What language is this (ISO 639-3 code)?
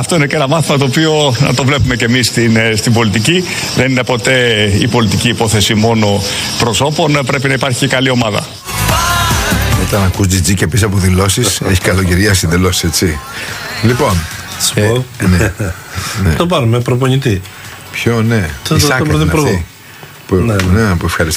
ell